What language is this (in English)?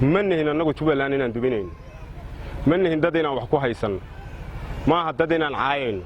Somali